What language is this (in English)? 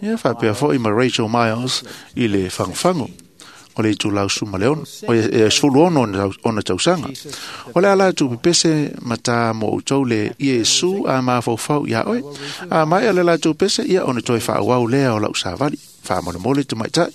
Samoan